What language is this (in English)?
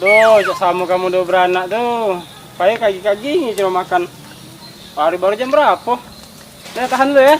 Musi